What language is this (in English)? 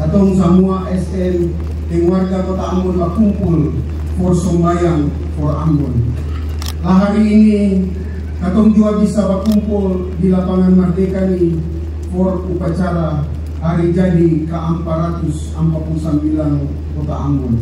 Ambonese Malay